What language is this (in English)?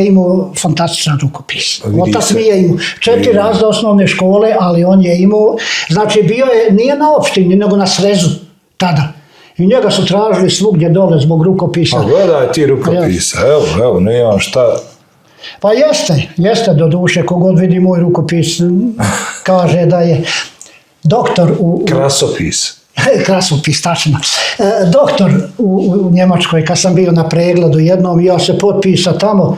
Bosnian